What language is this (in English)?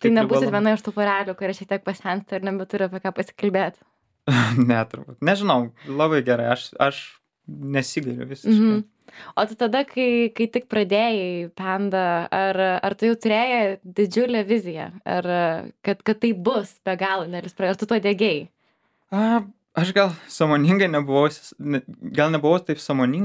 Lithuanian